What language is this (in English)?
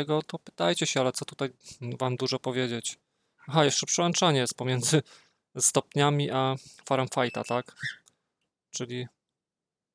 Polish